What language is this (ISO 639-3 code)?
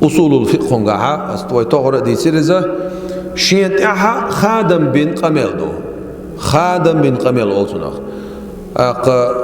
che